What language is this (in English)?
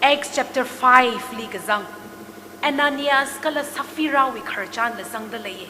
Tangkhul Naga (India)